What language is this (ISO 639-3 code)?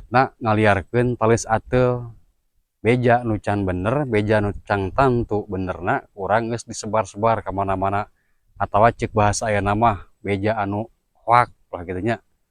sun